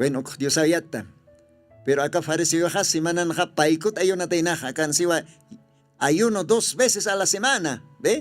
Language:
Aymara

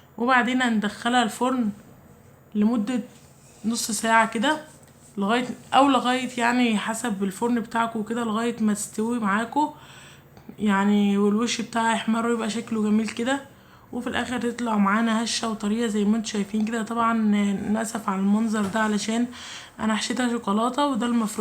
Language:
Egyptian Arabic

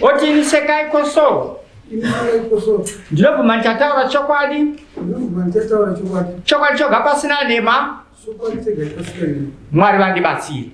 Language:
Shona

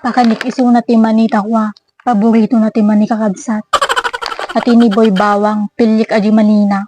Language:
Iloko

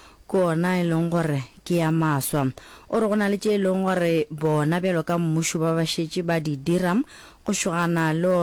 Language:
Northern Sotho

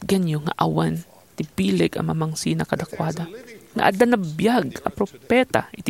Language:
Iloko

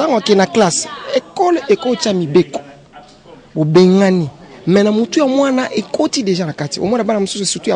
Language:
Lingala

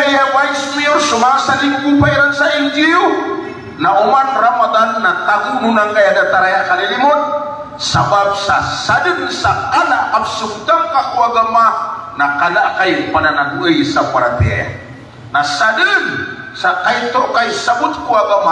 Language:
Maranao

